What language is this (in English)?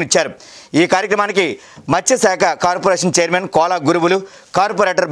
Telugu